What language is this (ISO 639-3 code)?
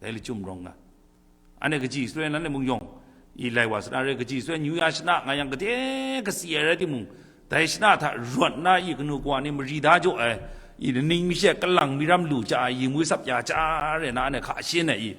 kac